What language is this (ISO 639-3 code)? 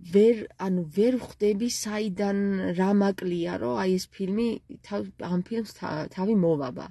kat